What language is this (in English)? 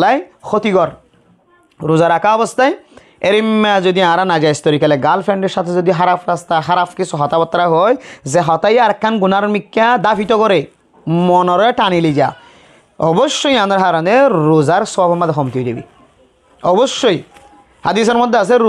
Rohingya